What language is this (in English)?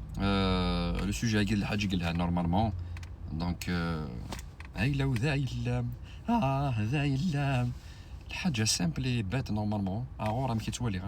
Kabyle